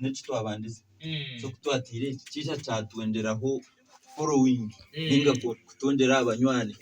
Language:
Nyankole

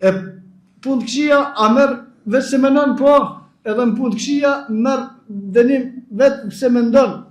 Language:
Albanian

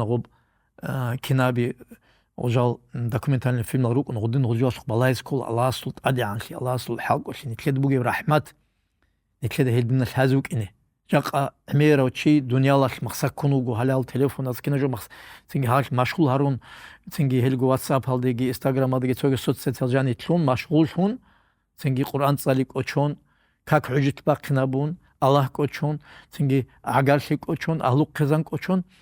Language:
Avaric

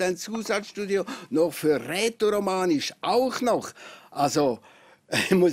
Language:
German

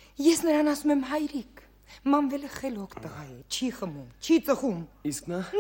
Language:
Armenian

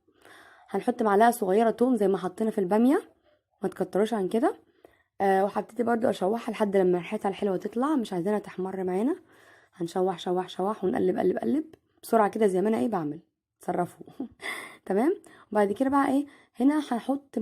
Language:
Egyptian Arabic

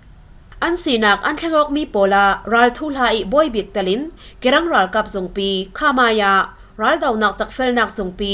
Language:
Falam Chin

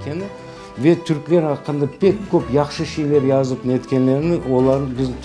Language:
Crimean Tatar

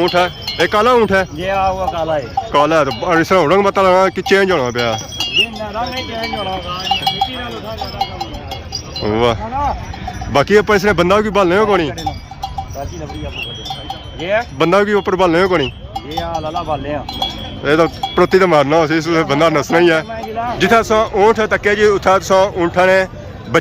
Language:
Pahari-Potwari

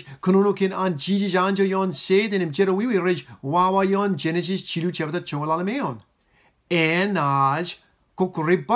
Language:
Marshallese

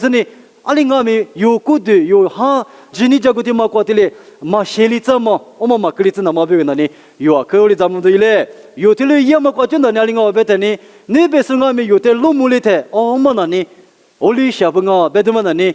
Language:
Lisu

